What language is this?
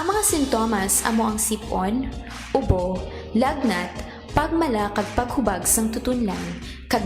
Hiligaynon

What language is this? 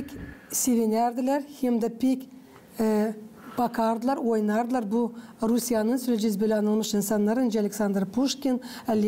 Gagauz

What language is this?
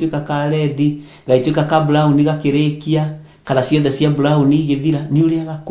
Kikuyu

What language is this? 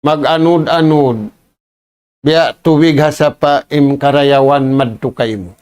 Tausug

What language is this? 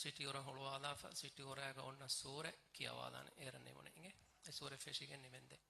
Divehi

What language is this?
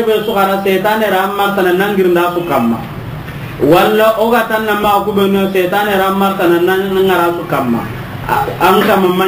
Soninke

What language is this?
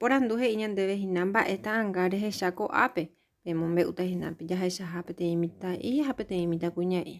Guarani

